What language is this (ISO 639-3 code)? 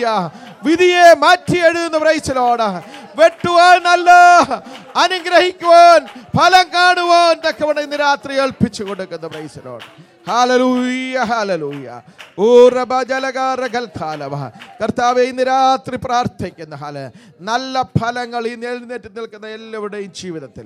mal